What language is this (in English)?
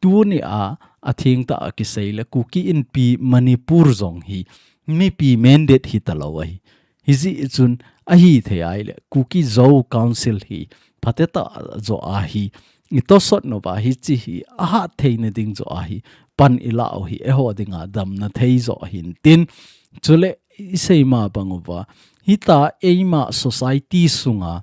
Thado Chin